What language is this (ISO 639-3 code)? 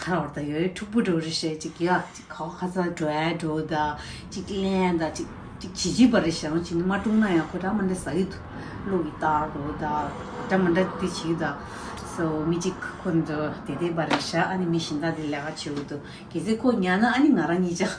bod